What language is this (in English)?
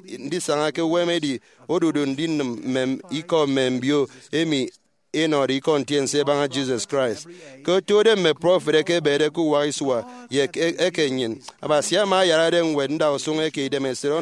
Efik